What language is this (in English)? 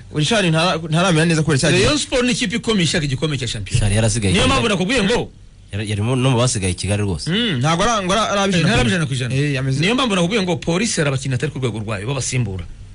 Kinyarwanda